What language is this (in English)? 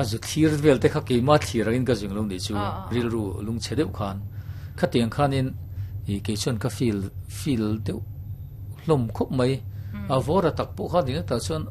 Mizo